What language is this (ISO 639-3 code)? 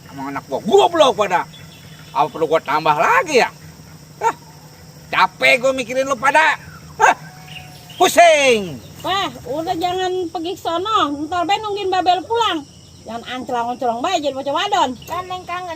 bew